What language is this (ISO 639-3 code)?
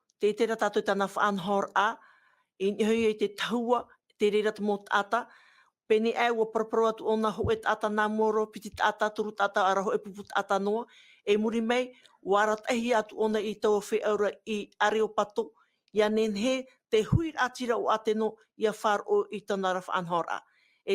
tah